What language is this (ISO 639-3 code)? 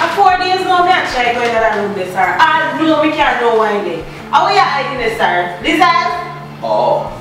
jam